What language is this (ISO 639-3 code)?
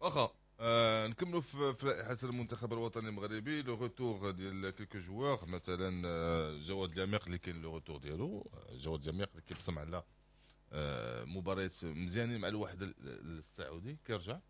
ary